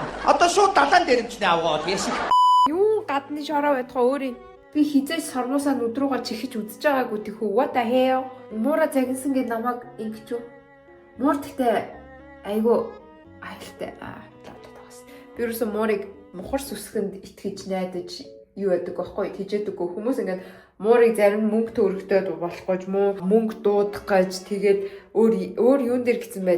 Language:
Mongolian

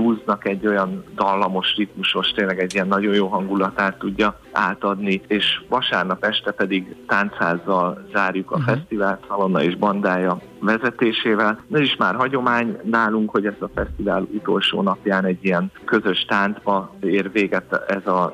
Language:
Hungarian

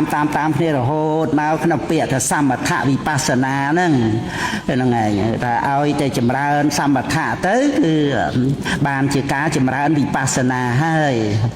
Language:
Khmer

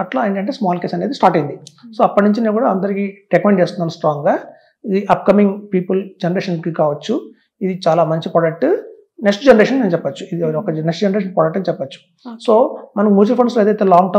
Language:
Telugu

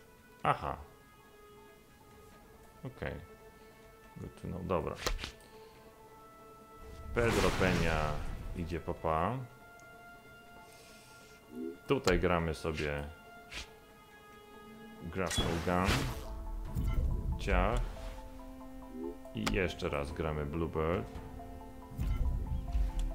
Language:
Polish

